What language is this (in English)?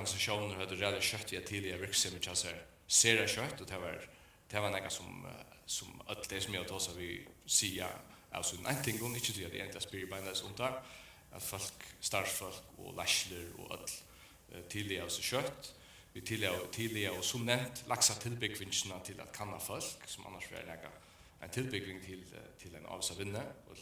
Faroese